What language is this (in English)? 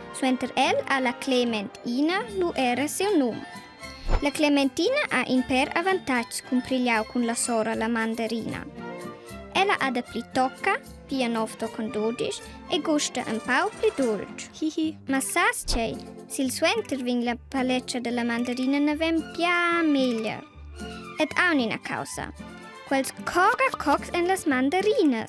Romansh